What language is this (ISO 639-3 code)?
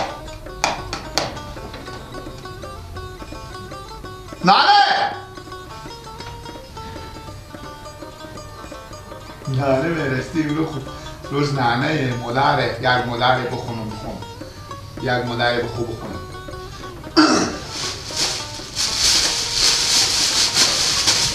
fas